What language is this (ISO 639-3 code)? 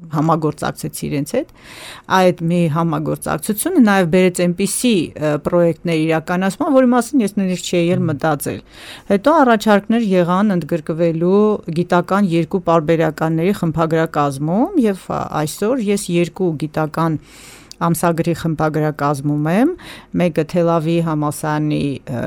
hye